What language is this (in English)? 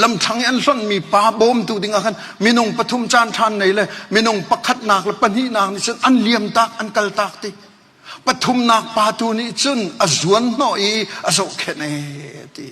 Hakha Chin